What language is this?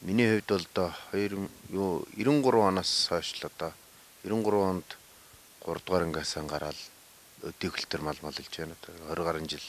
Mongolian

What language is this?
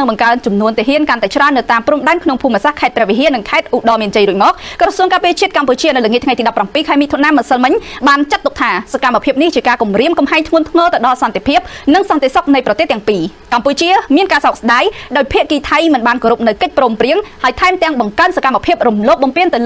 Khmer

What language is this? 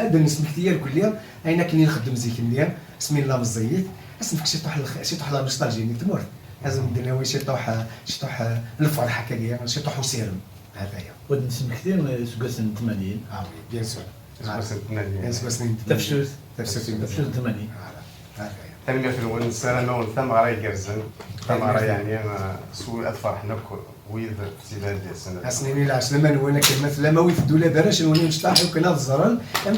Kabyle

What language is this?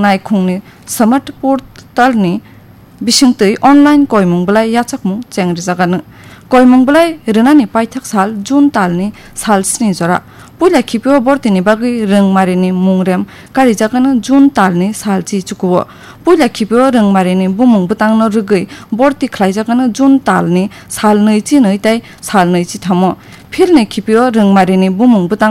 Kok Borok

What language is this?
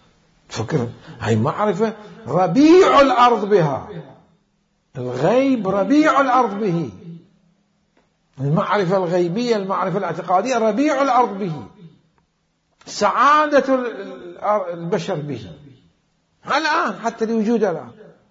Arabic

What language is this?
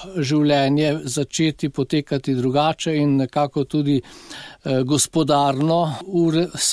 Slovenian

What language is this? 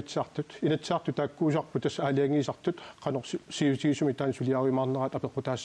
Kalaallisut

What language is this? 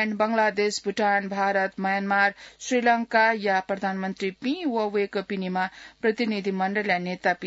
Newari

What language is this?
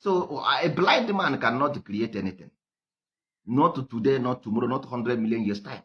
Igbo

